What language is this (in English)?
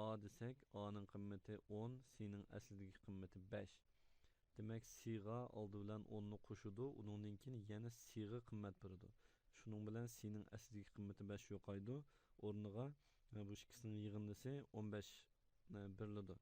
Uyghur